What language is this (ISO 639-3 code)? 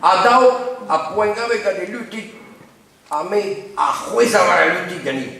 bre